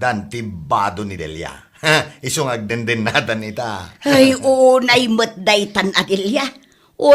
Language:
Iloko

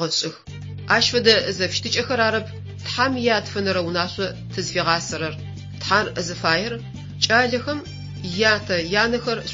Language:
Adyghe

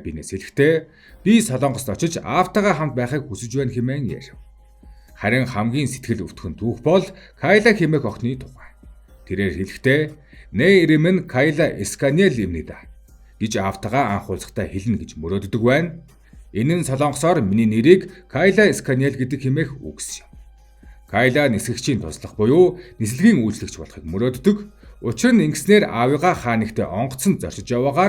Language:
Mongolian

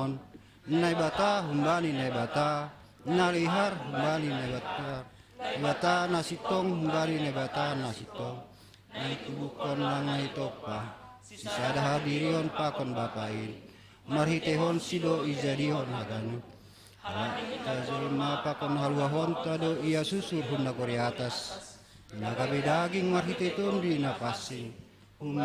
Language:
Batak Simalungun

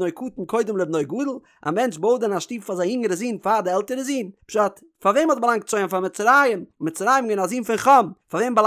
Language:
Yiddish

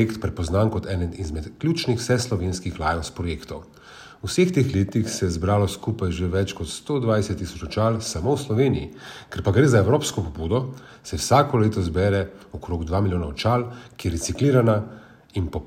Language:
Slovenian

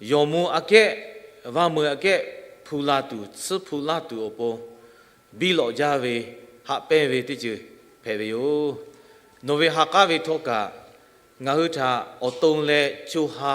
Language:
Lahu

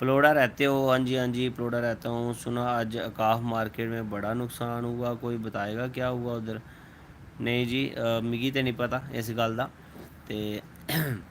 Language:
Dogri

